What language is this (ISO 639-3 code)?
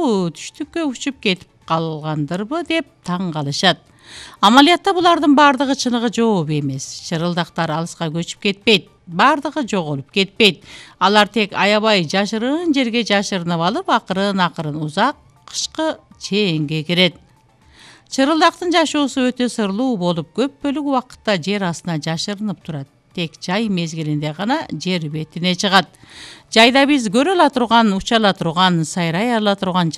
kir